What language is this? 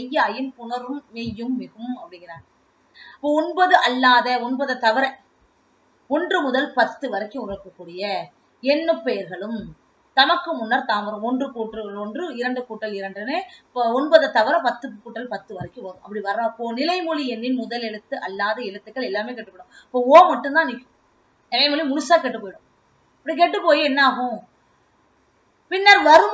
Tamil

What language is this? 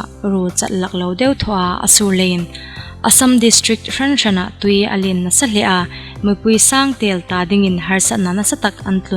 Hmar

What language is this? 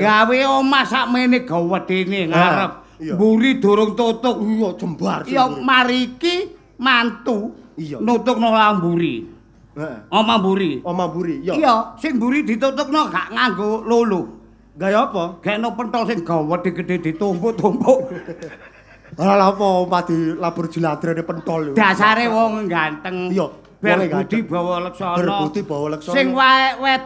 Javanese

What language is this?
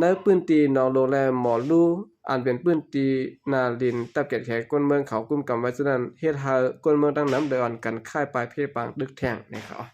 Shan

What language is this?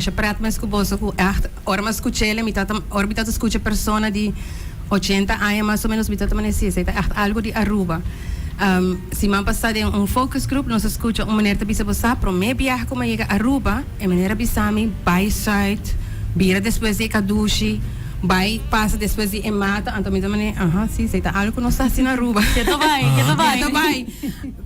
Papiamento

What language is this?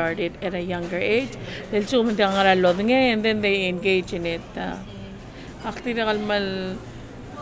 Filipino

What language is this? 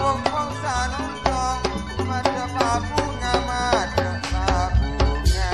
Madurese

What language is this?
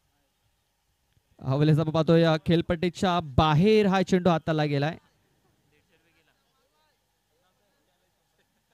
Marathi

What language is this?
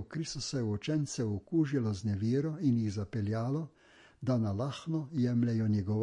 Slovenian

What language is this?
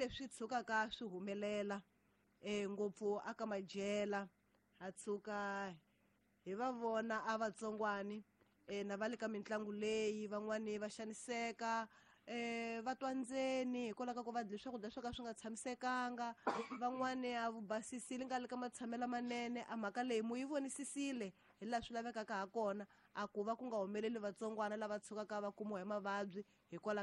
Tsonga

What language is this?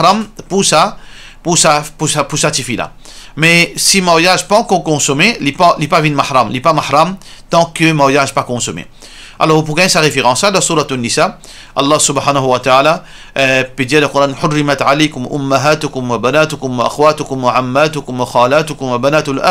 Morisyen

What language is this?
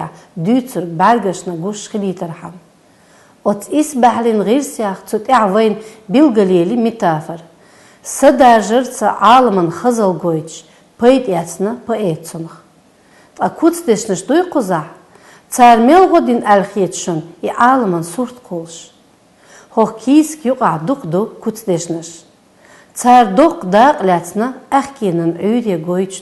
Chechen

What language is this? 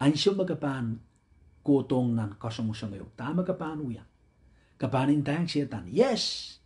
Pohnpeian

